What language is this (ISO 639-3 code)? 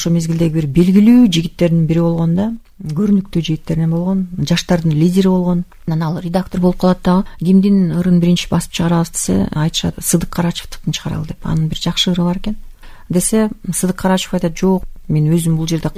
kir